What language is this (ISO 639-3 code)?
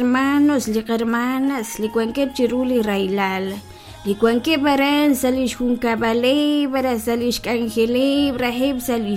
kek